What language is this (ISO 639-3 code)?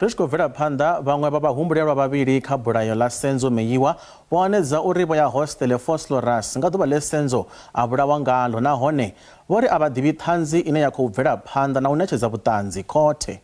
ven